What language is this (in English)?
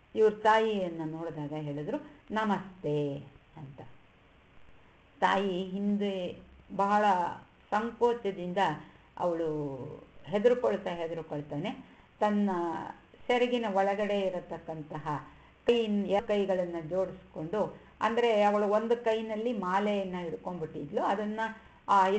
Kannada